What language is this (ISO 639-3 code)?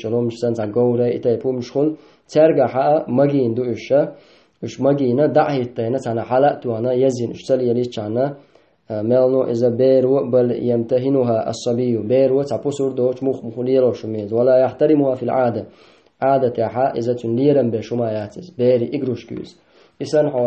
che